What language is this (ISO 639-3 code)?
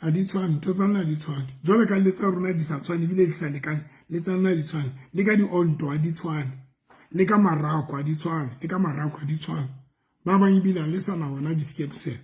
sot